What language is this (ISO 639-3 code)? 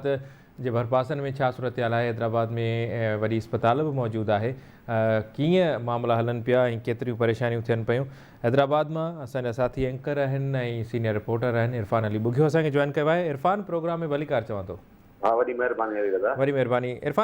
snd